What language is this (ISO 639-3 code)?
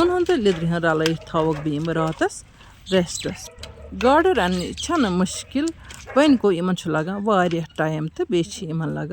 kas